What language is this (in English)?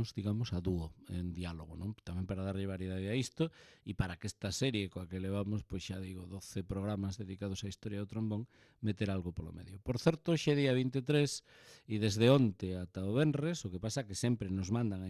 Galician